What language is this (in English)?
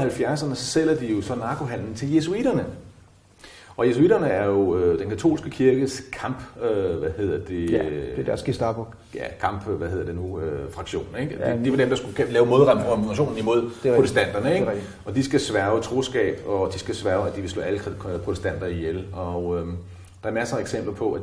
Danish